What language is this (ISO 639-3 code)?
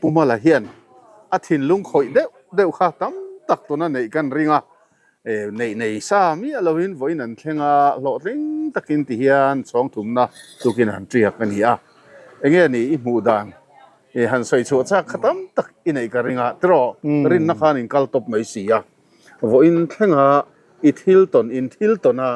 lus